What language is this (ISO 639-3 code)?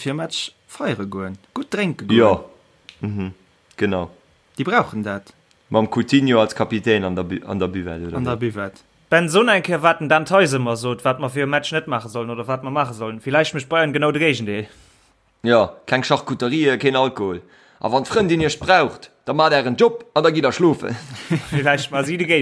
ltz